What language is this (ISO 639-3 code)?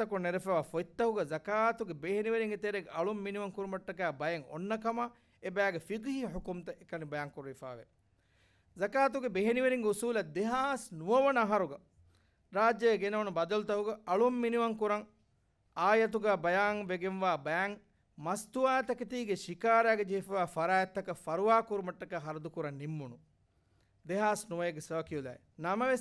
div